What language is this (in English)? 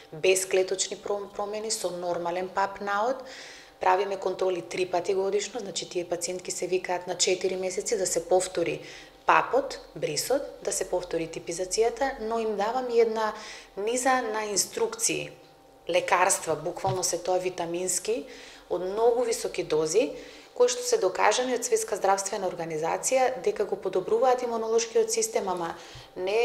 Macedonian